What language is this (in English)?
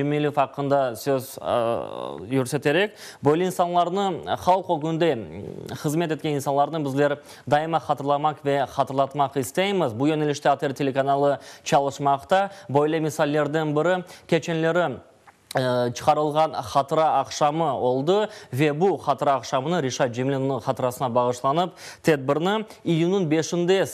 Crimean Tatar